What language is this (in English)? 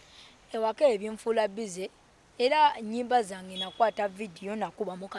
Ganda